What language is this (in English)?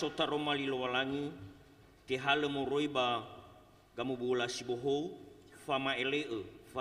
Nias